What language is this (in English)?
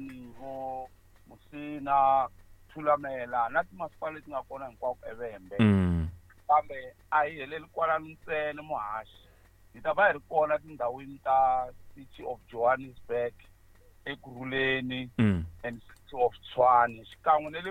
Tsonga